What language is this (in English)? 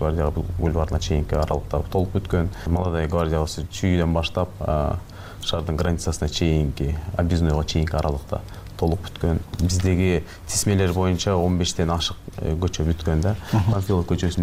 Kyrgyz